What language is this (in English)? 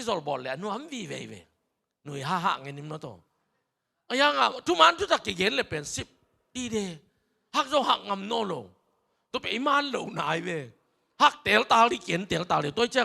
Tedim Chin